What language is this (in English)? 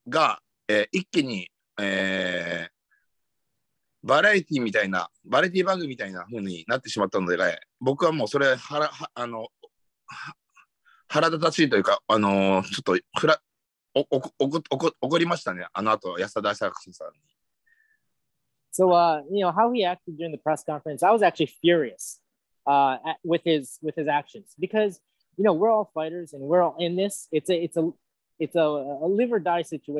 Japanese